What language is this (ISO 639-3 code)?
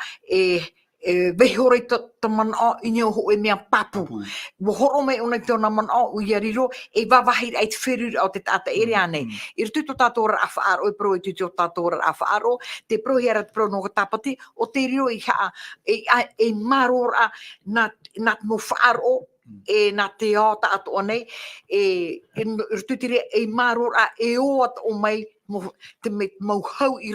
tah